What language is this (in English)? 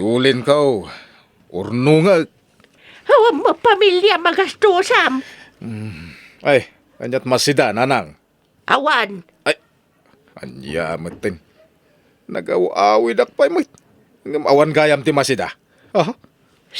Iloko